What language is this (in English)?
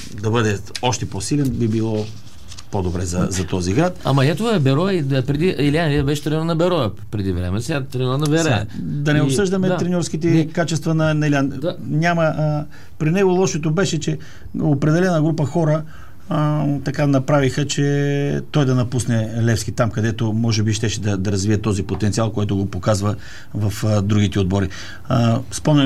Bulgarian